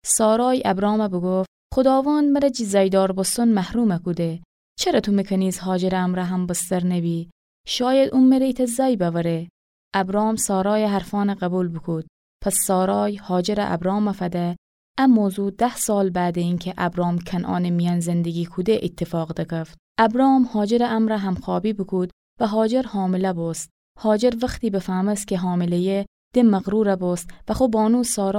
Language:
Gilaki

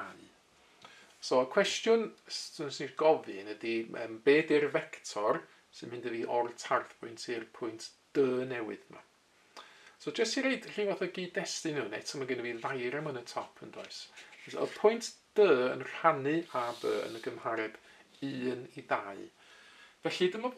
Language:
Welsh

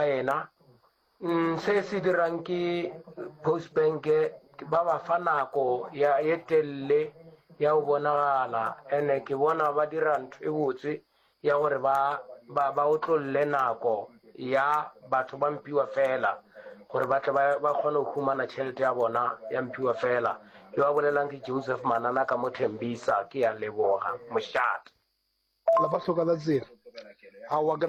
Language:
Northern Sotho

